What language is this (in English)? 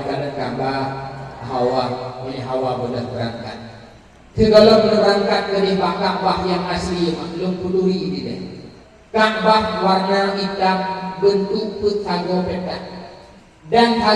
Achinese